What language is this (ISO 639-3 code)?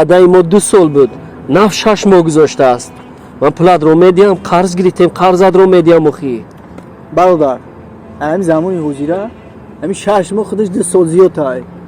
tgk